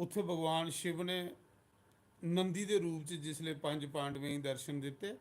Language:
Dogri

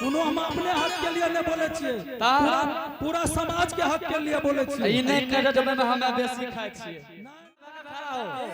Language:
Angika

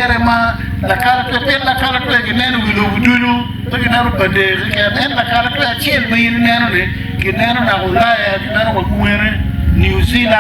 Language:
Acoli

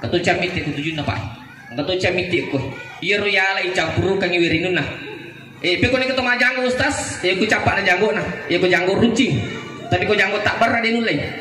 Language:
Buginese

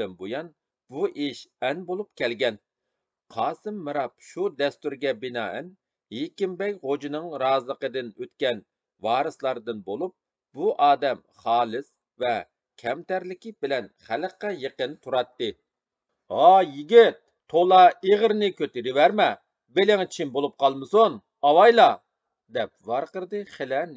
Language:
Uyghur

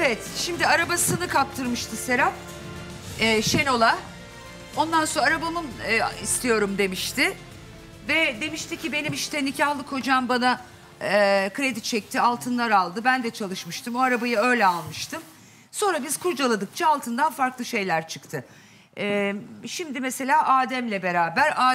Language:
Turkish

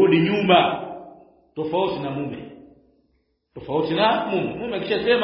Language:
Swahili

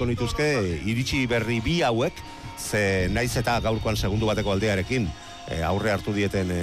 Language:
Basque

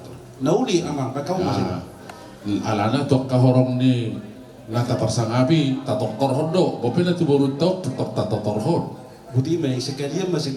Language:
Batak Toba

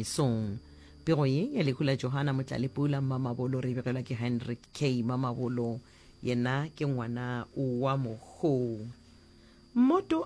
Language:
Northern Sotho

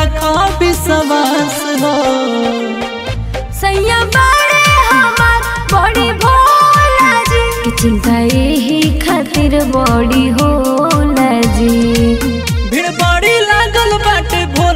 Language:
Bhojpuri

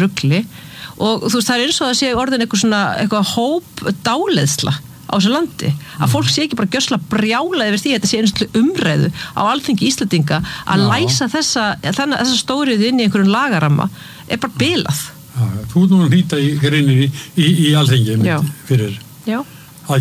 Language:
Icelandic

